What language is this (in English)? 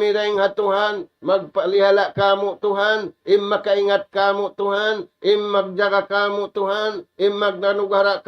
Tausug